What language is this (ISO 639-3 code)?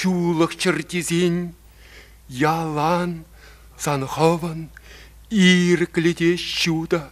chv